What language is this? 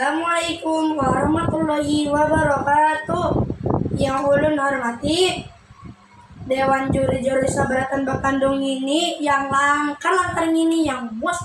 Banjar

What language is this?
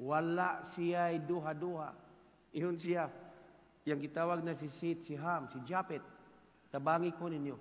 Cebuano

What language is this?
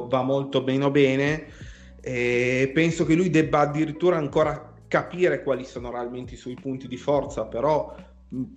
Italian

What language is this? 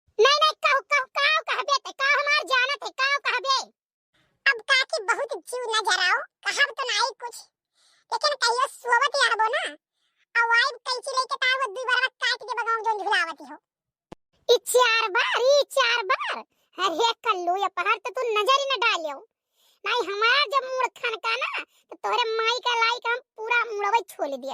Awadhi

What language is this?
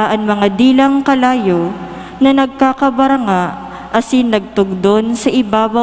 Bikol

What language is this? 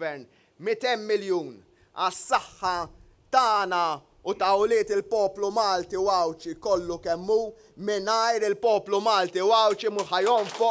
Maltese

